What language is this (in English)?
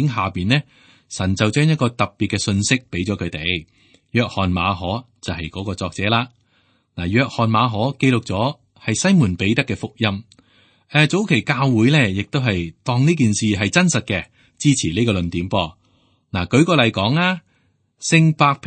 Cantonese